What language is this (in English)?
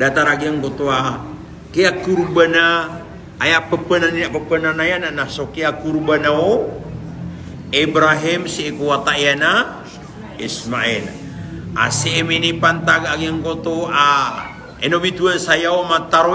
Maranao